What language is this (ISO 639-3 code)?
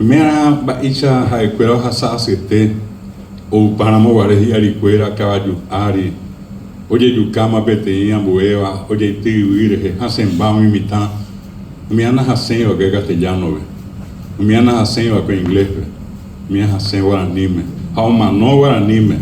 grn